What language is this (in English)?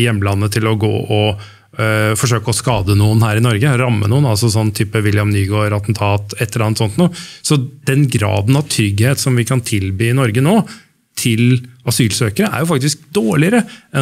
Norwegian